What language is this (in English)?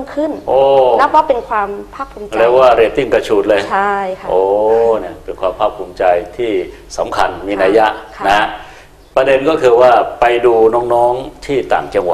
Thai